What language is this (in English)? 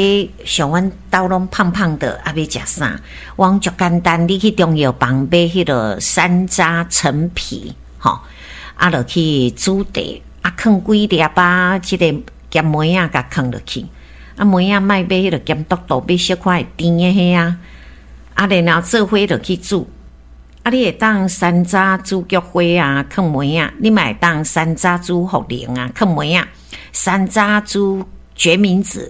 Min Nan Chinese